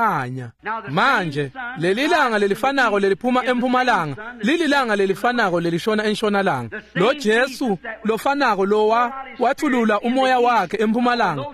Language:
Swati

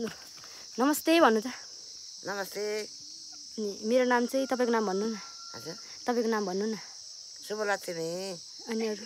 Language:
Nepali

